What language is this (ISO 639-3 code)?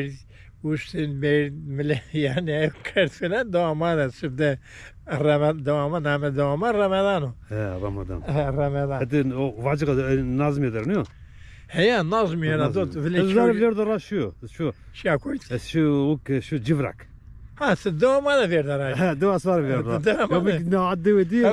zza